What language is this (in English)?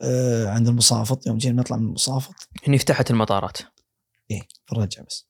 Gulf Arabic